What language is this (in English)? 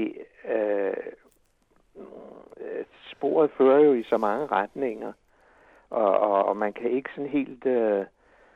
Danish